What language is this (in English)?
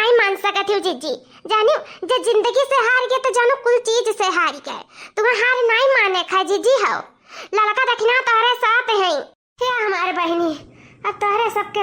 Awadhi